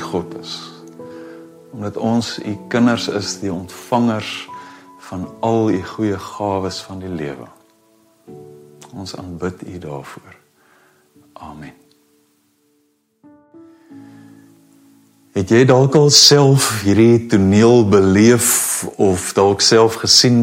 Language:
Afrikaans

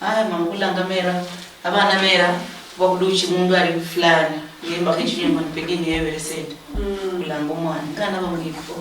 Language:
Luyia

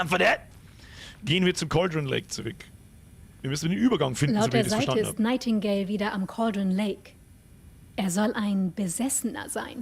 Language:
Bavarian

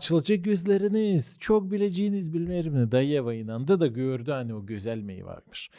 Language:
Gagauz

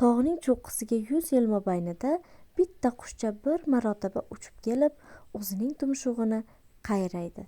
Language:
Uzbek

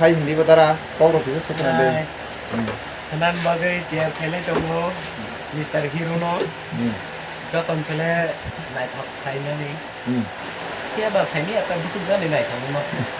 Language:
Kok Borok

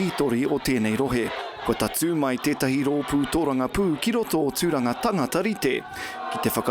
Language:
Māori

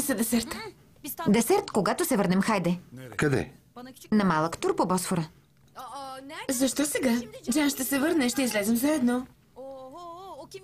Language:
Bulgarian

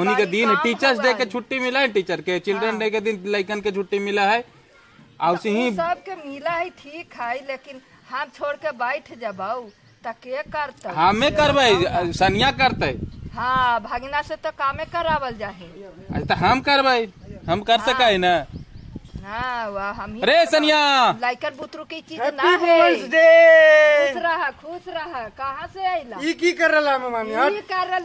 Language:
Magahi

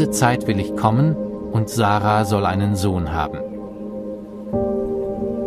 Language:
German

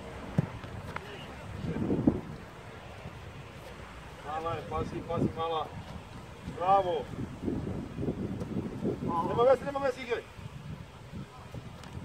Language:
Croatian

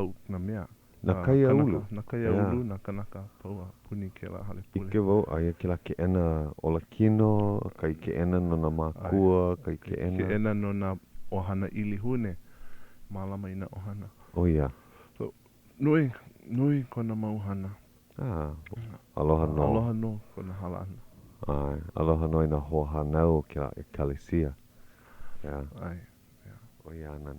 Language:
Hawaiian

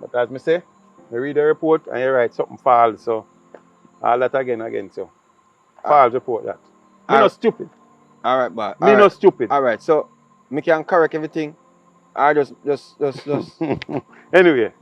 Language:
Jamaican Creole English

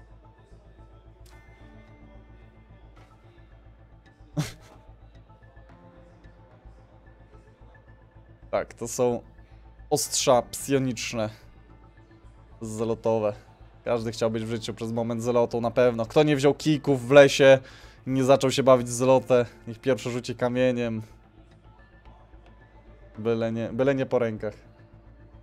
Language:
Polish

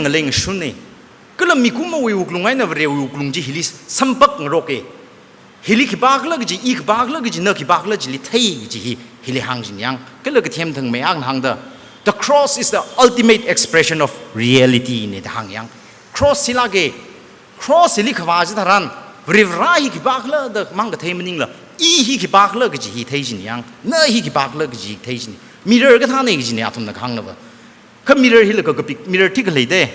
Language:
Tangkhul Naga (India)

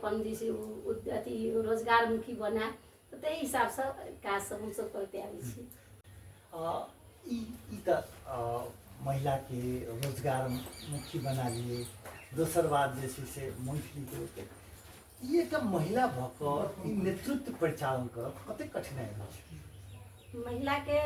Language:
Maithili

